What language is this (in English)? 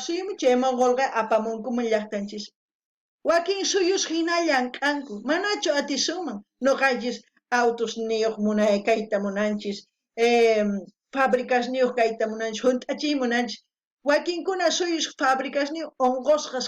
South Bolivian Quechua